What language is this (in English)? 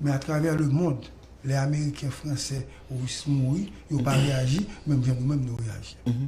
Haitian Creole